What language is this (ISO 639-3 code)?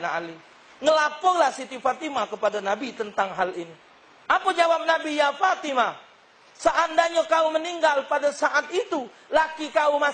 mui